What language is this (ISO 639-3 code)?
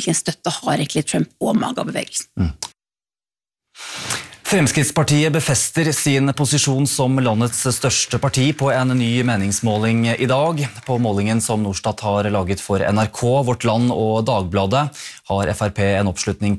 nor